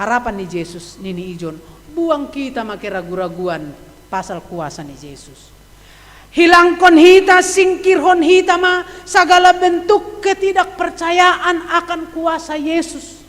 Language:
Batak Simalungun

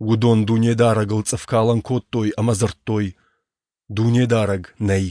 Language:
Ossetic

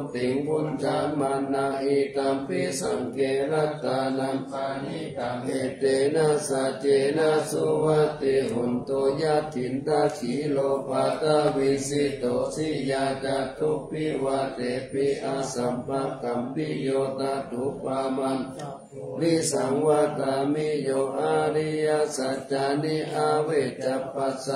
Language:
Pali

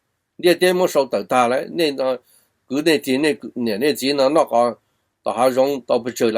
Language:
Hmong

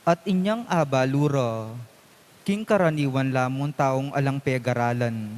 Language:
Pampanga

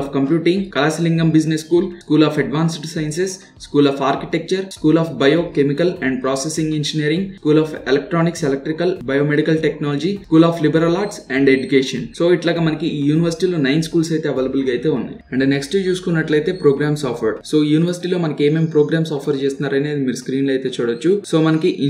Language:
Telugu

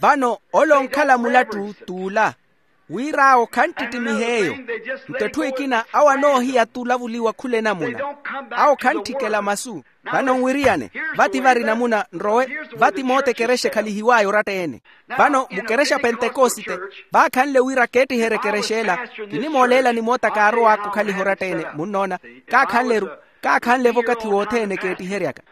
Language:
Makhuwa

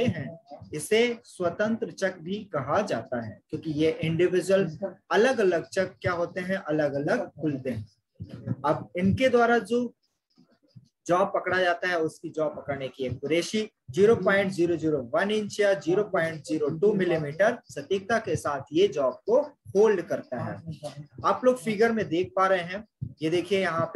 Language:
Hindi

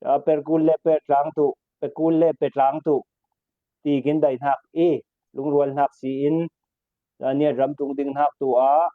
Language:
Falam Chin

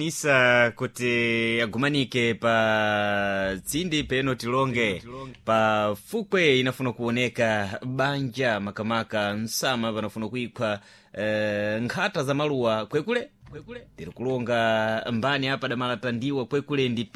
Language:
Sena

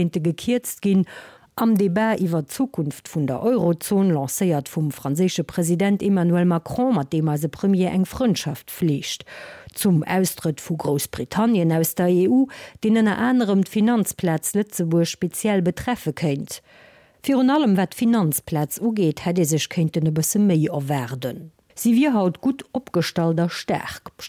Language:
Luxembourgish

